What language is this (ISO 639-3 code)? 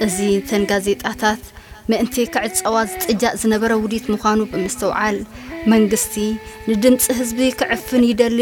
tir